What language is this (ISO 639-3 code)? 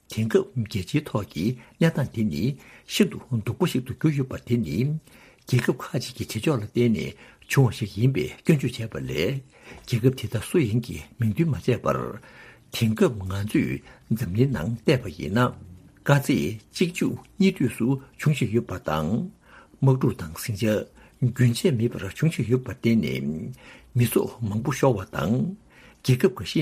bod